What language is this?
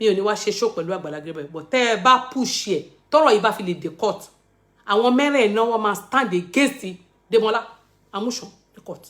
Yoruba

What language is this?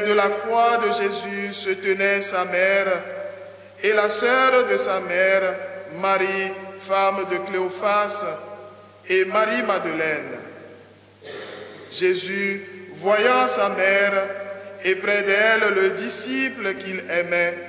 French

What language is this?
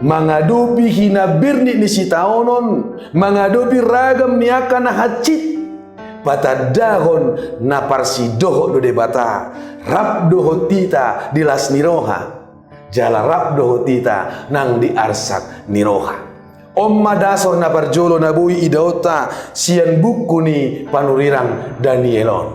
Batak Toba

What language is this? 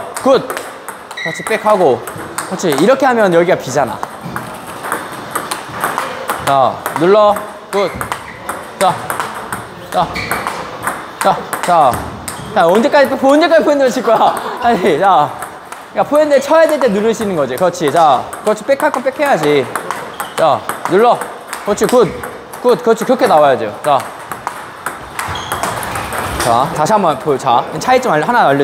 Korean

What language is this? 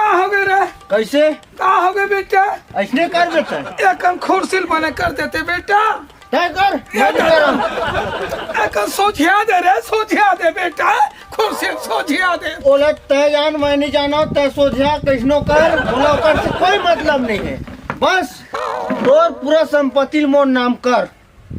Chhattisgarhi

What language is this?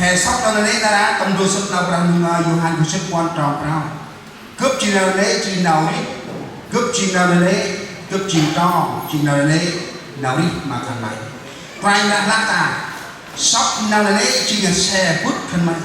Central Mnong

